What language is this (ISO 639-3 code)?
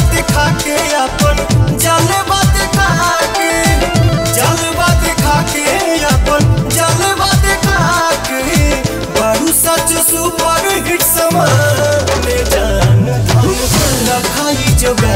bho